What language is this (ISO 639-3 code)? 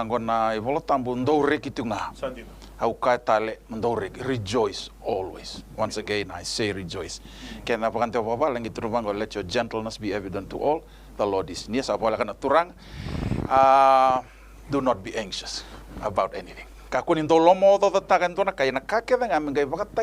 fij